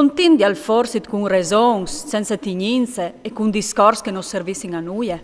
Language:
Friulian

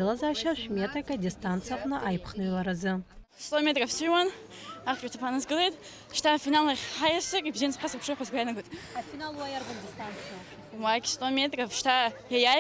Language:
Abkhazian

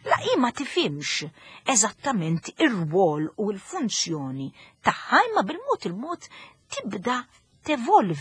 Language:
Maltese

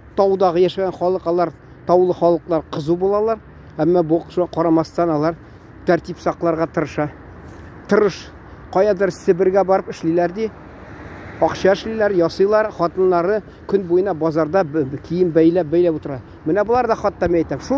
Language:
Tatar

